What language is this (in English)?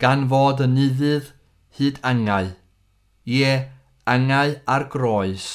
Welsh